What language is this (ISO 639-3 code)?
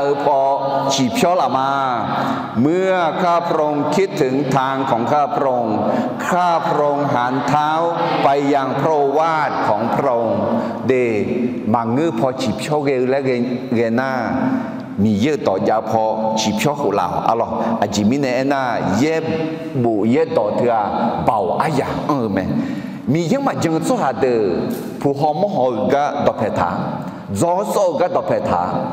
ahk